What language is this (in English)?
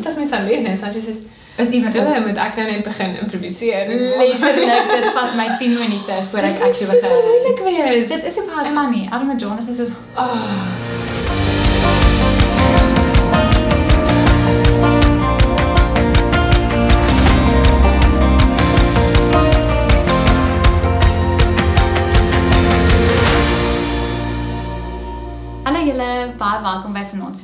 Afrikaans